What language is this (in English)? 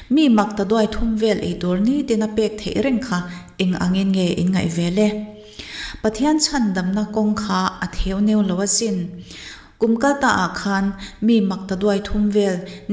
Mizo